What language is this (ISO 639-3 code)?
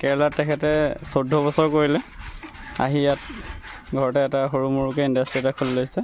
asm